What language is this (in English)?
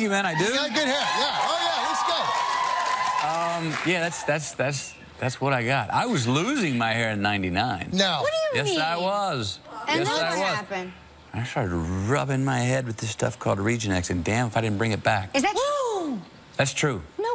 English